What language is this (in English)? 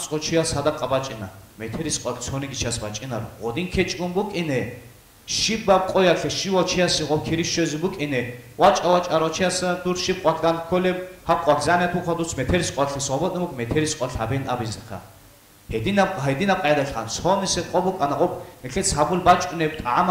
Avaric